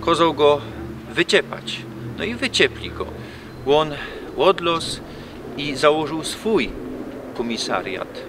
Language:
Silesian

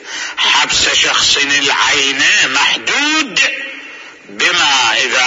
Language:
Mesopotamian Arabic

